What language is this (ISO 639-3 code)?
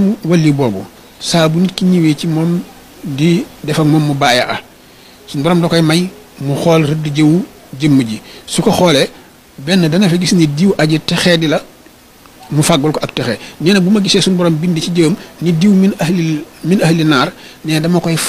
wol